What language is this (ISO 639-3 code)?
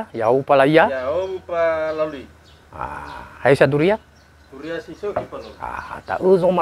nia